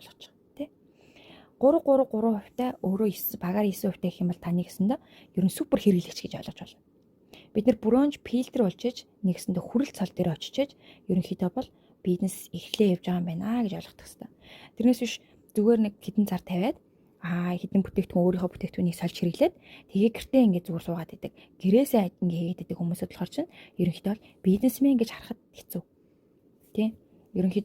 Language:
Mongolian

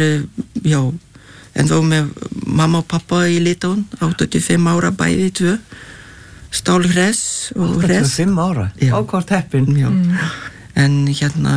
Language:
Icelandic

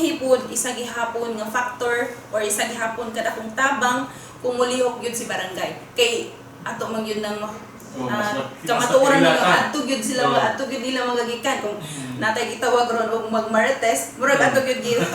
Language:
Cebuano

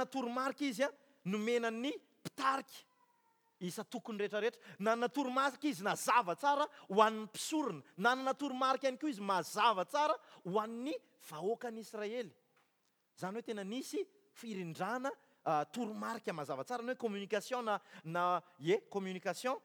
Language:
Malagasy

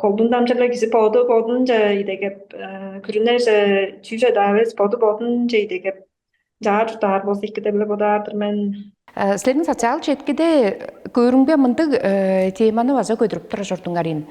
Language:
Tuvinian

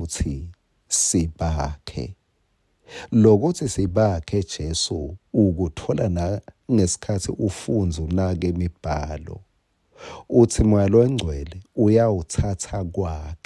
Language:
Swati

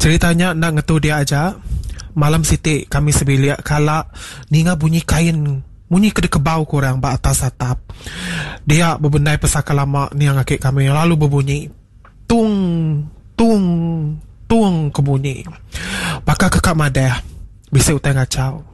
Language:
Iban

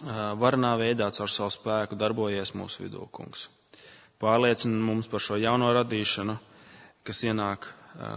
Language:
Latvian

